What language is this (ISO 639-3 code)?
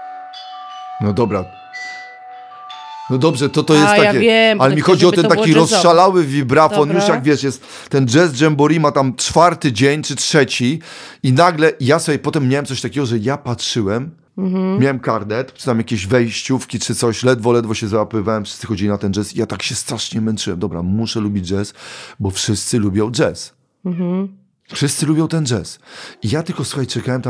pol